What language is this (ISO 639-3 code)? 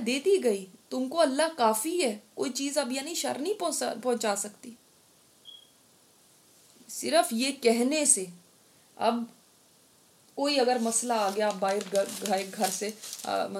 urd